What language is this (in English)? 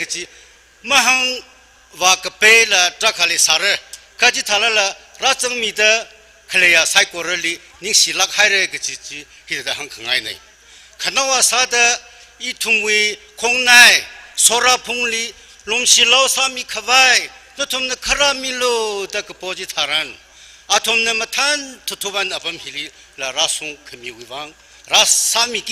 Tangkhul Naga (India)